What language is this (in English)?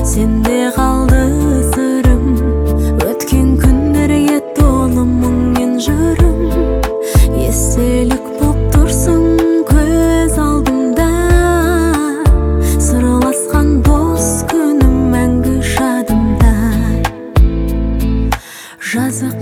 Kazakh